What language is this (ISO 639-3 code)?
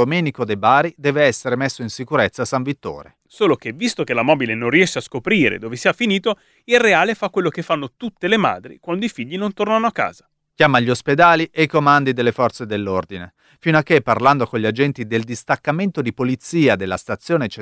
ita